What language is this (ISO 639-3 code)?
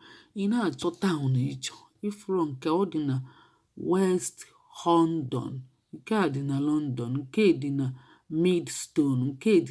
ibo